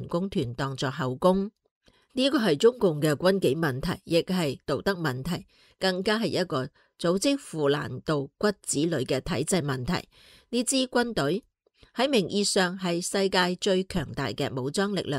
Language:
Cantonese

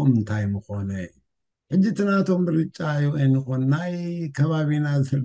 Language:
Tigrinya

